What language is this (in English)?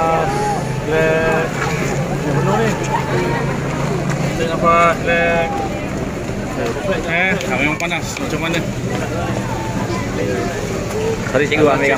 Malay